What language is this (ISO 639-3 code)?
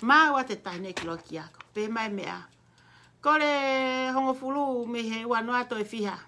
ton